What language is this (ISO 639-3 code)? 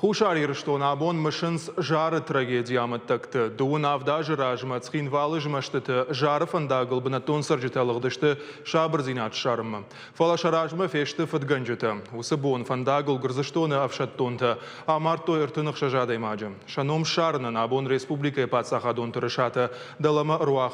oss